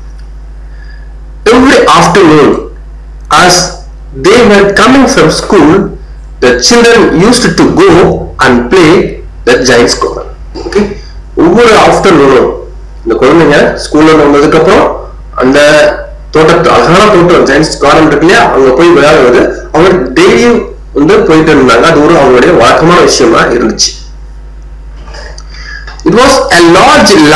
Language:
Tamil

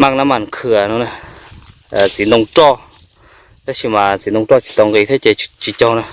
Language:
Hmong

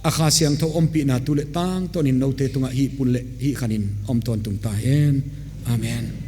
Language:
Paite Chin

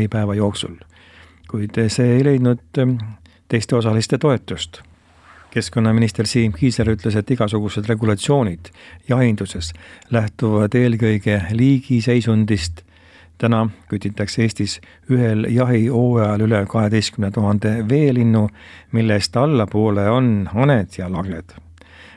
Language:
Estonian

